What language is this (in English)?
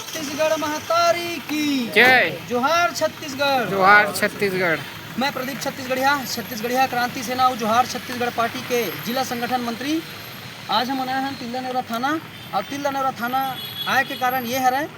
Chhattisgarhi